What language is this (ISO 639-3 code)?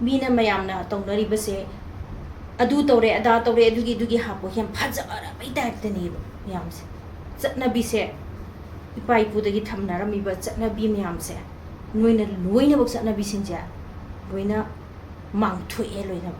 mni